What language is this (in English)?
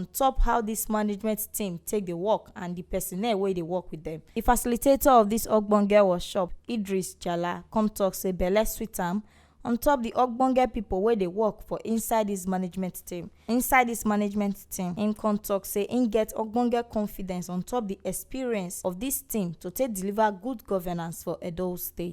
Nigerian Pidgin